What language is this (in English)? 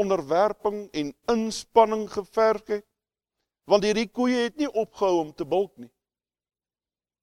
Afrikaans